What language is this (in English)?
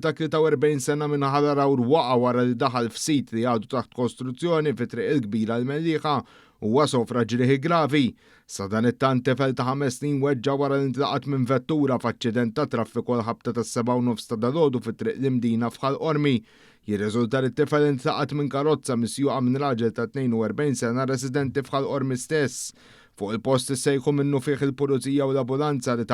Maltese